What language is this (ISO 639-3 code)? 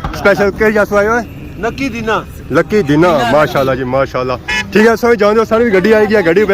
phr